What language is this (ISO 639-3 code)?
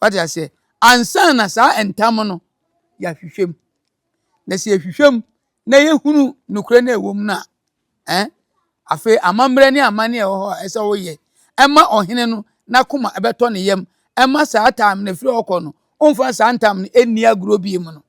aka